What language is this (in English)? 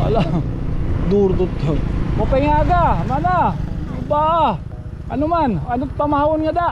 Waray